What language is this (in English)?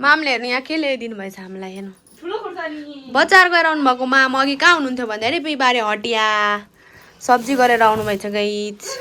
Nepali